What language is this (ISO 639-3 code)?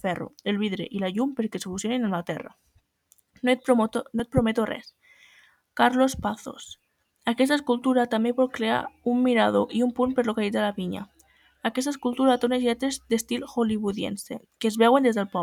cat